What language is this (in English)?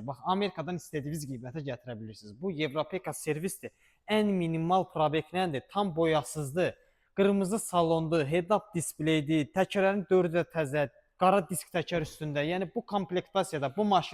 Azerbaijani